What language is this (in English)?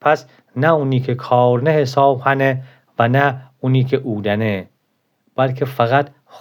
Gilaki